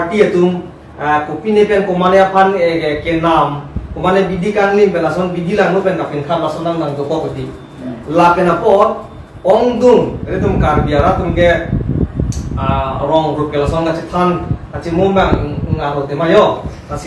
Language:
Karbi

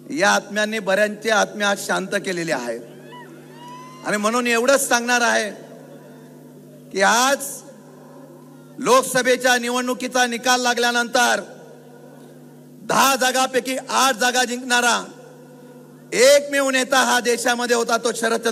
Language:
Marathi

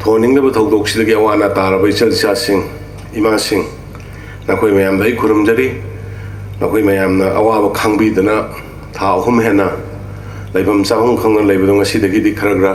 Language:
Manipuri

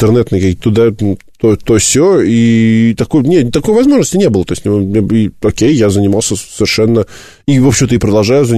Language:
Russian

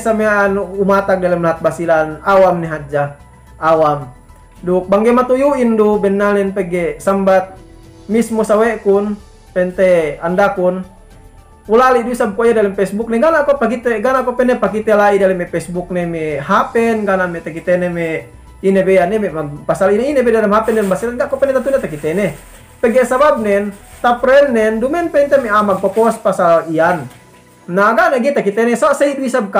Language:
Yakan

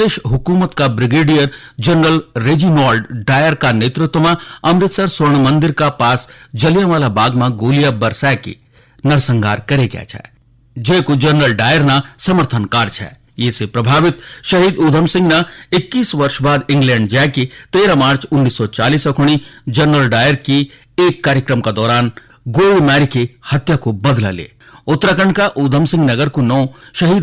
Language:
Garhwali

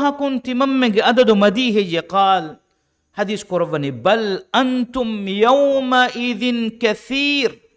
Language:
Divehi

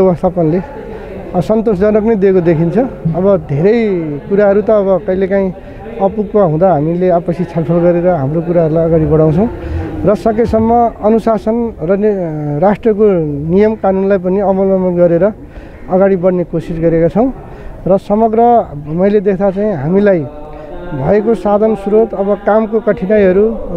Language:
Nepali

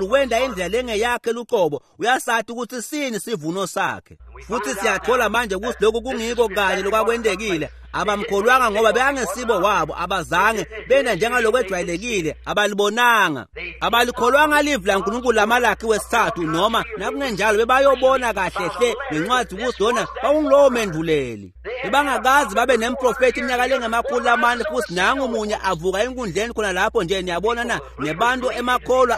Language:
Swati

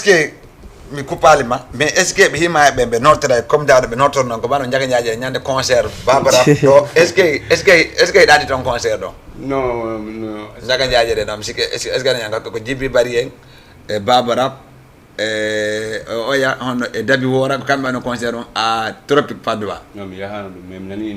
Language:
Fula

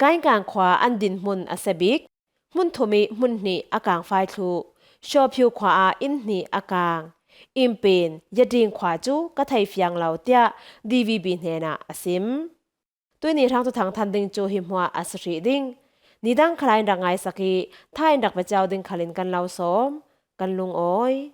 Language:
Falam Chin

